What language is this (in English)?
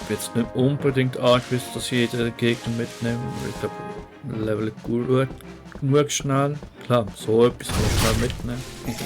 Swiss German